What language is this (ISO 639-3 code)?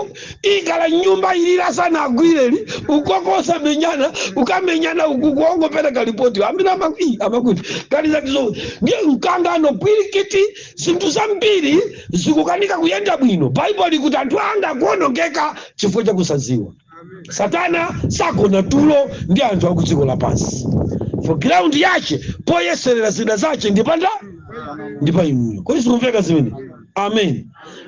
nya